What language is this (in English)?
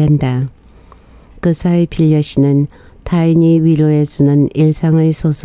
Korean